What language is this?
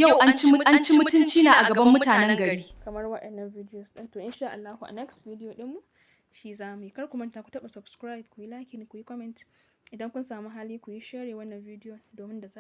Hausa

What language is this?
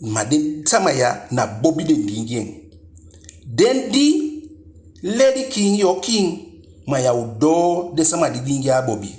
Eastern Maroon Creole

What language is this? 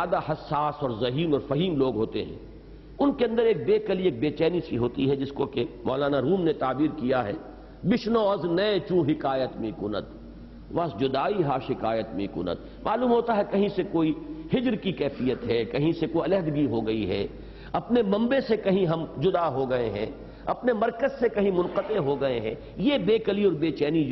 Urdu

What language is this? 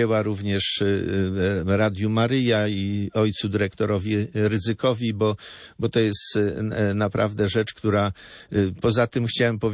Polish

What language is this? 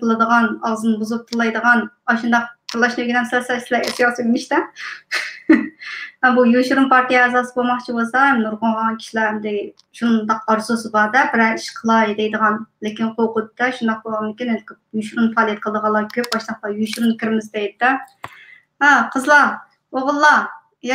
Uyghur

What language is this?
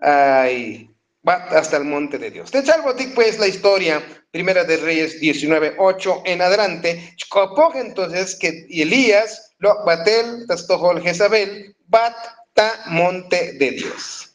Tzotzil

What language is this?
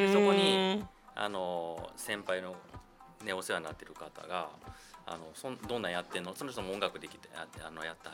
Japanese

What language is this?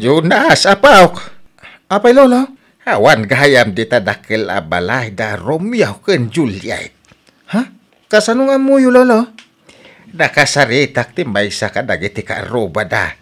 Iloko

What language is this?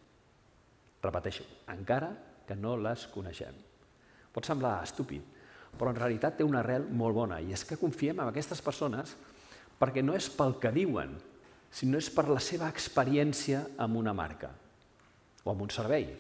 Catalan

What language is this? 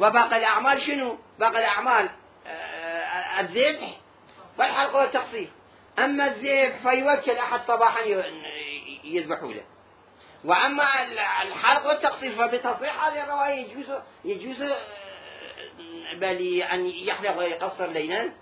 Mesopotamian Arabic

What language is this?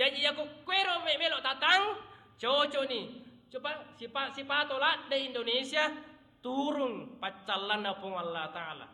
Buginese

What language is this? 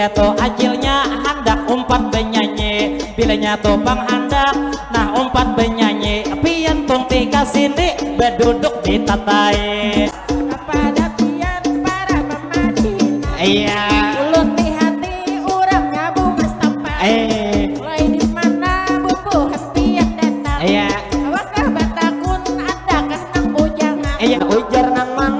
Banjar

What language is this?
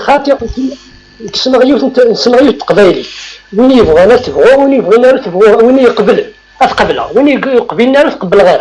Kabyle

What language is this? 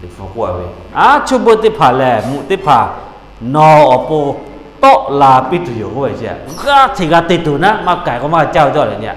Lahu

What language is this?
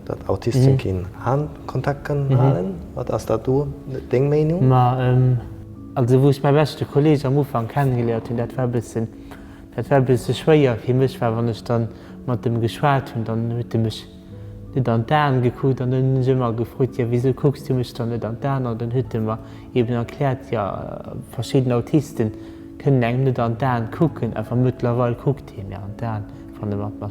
Luxembourgish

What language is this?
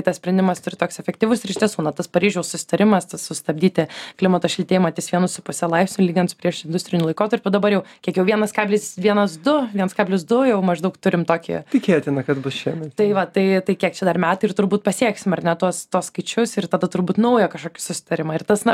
Lithuanian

